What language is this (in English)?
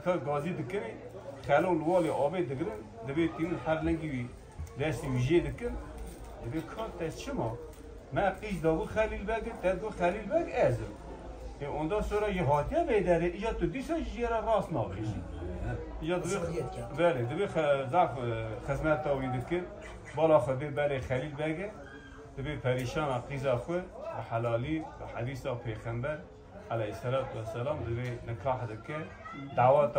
Kurdish